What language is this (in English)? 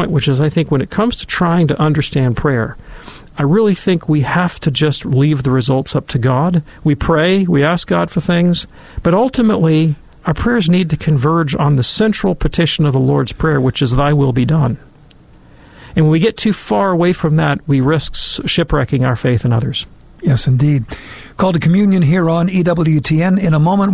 English